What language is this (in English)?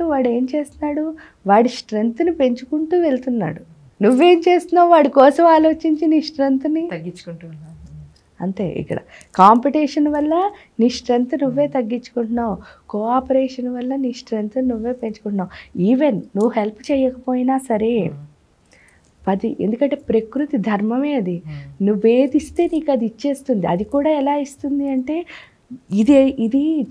Telugu